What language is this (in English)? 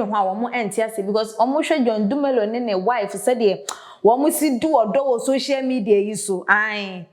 Akan